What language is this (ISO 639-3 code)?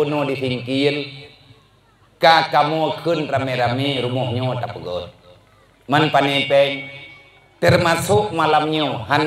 ace